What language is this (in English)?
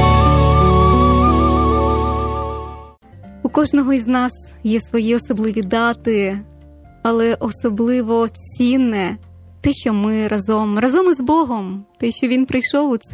Ukrainian